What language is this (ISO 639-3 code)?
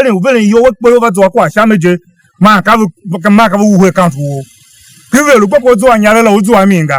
tiv